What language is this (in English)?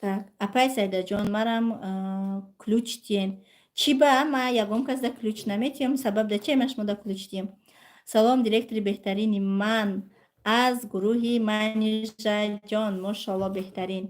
Tajik